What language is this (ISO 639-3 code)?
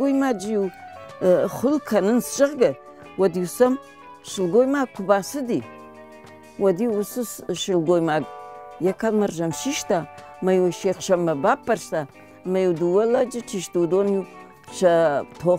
oss